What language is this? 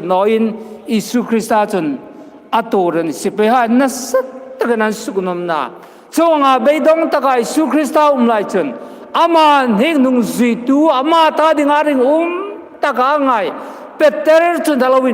Hmar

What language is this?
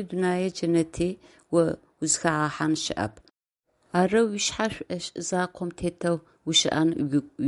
Adyghe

